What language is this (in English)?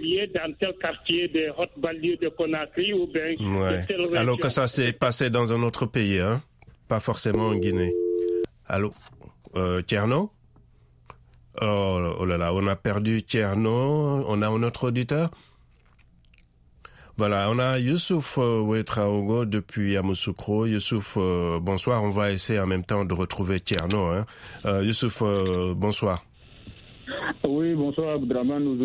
French